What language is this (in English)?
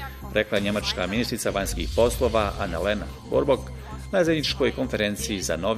Bosnian